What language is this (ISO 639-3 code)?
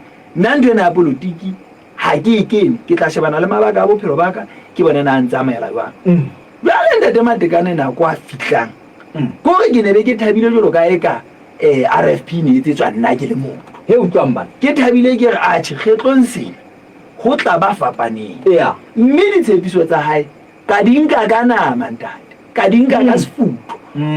sot